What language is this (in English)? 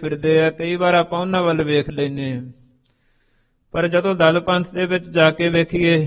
Punjabi